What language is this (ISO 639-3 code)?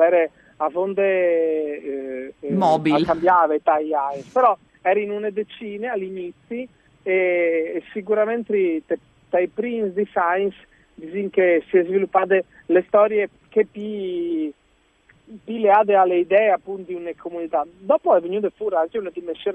fur